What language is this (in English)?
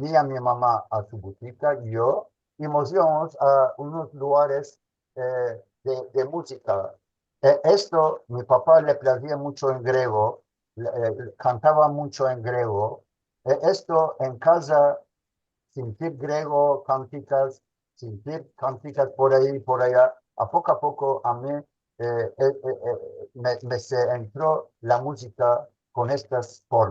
Ladino